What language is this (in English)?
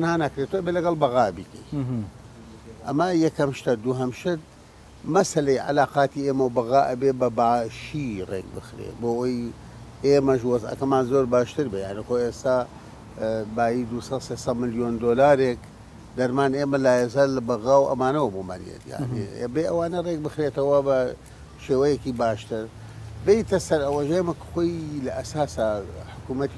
Central Kurdish